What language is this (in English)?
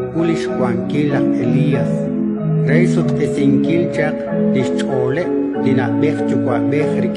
Kekchí